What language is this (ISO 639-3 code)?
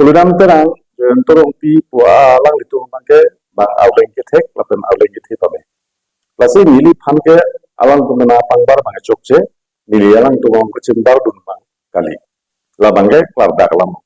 mjw